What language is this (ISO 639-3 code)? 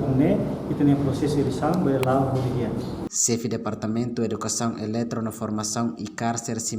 tet